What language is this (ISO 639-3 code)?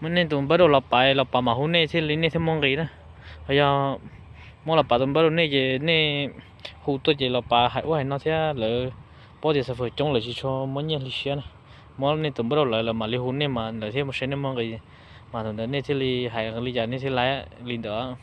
hmn